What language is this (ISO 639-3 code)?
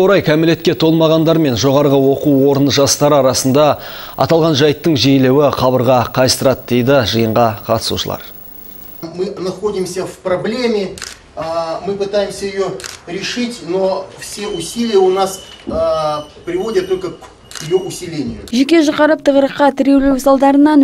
kaz